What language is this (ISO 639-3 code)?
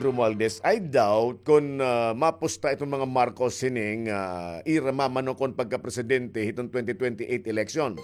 war